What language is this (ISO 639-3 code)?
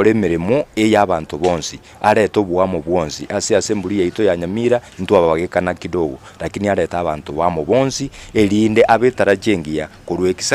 guz